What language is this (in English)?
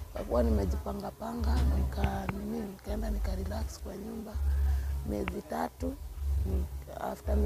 Kikuyu